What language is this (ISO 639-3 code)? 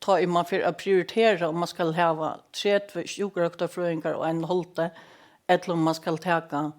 fao